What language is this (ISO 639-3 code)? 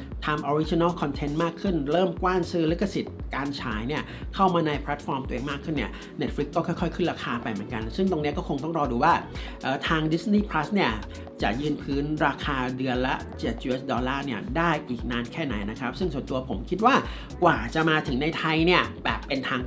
tha